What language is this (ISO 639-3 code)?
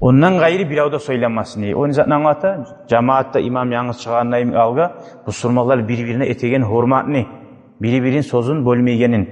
kum